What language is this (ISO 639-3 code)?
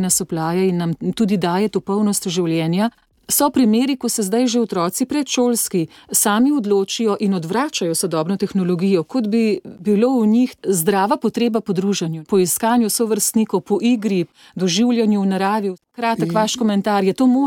slv